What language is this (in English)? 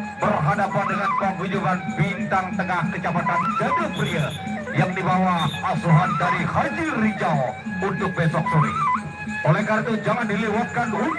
Sasak